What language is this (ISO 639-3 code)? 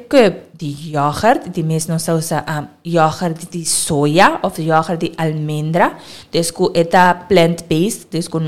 pap